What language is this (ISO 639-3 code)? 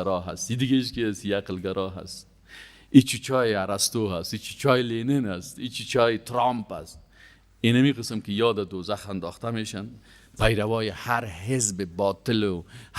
fas